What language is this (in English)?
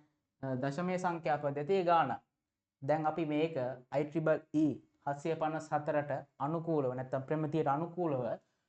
Sinhala